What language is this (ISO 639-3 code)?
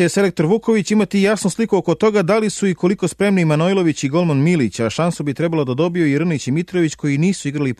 srp